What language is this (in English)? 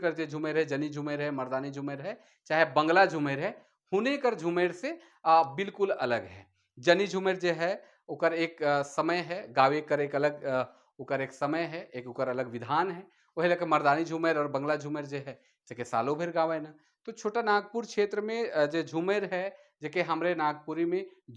Sadri